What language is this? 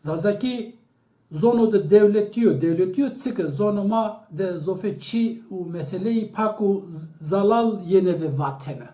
Zaza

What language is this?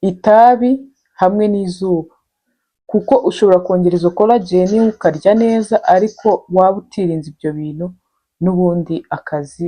Kinyarwanda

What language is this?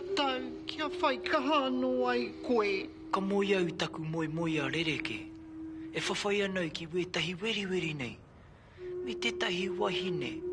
Māori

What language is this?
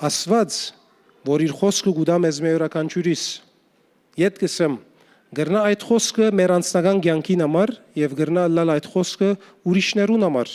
Western Armenian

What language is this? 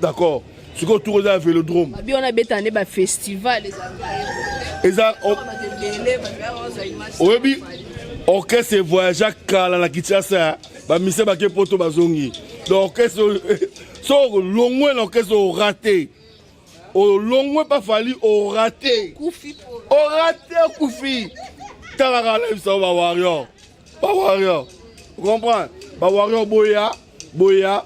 Lingala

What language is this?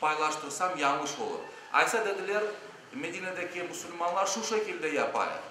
Crimean Tatar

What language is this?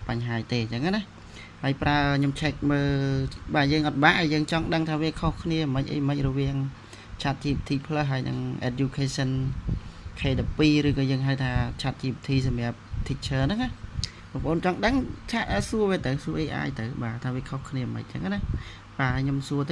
Khmer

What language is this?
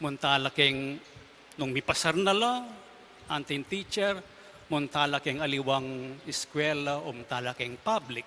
Pampanga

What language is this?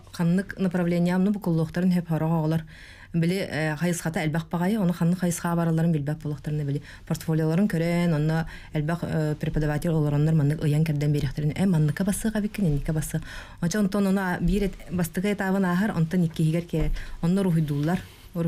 Yakut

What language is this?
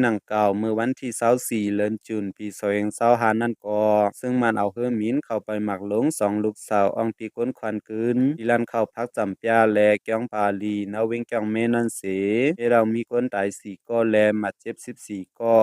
Shan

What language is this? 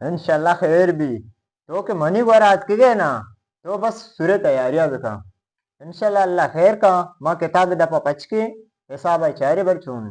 Eastern Balochi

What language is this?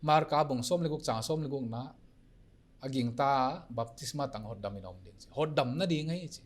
Paite Chin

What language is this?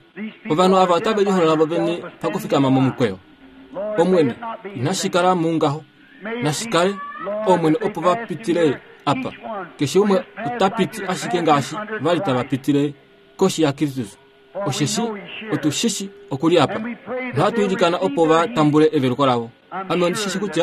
Kuanyama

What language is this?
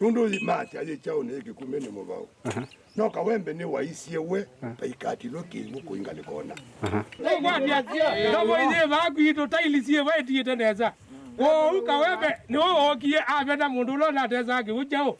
Kamba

